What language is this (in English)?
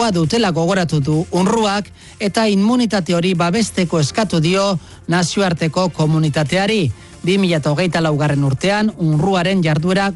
Basque